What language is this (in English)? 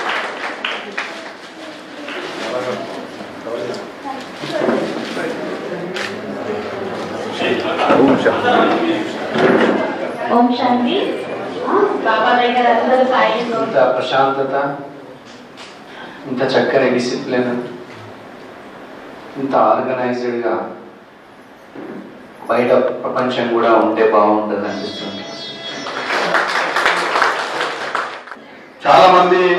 Telugu